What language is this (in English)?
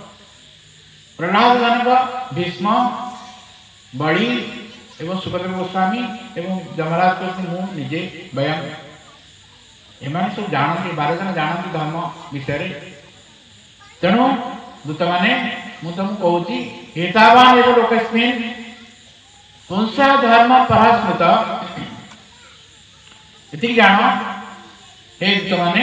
Odia